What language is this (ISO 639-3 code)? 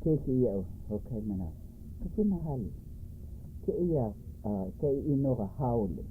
haw